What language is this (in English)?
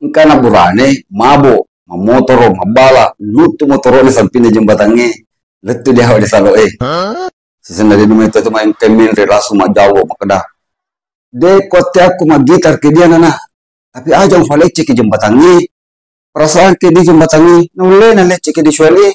Buginese